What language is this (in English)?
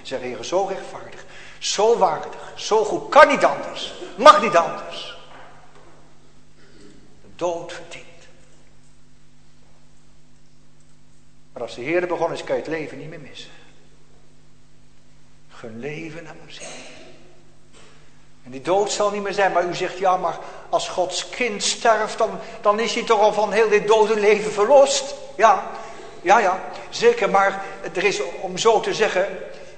Dutch